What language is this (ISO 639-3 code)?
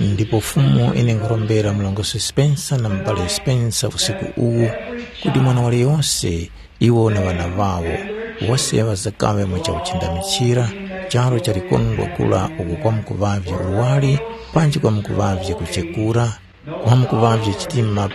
tum